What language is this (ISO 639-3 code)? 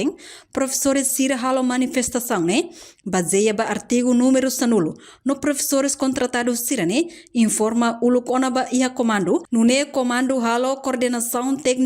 tet